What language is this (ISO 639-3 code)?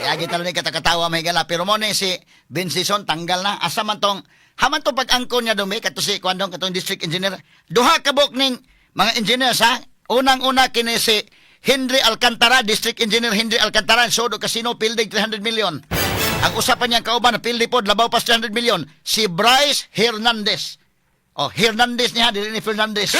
ceb